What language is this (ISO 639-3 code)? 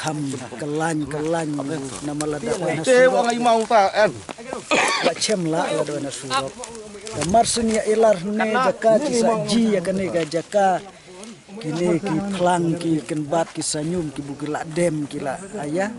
kha